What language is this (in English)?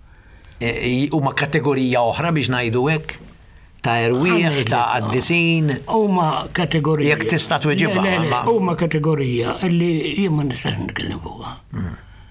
Maltese